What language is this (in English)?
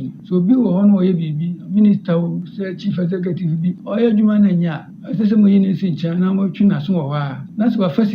Akan